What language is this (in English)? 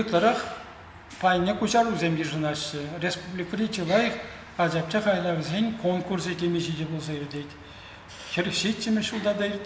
Chuvash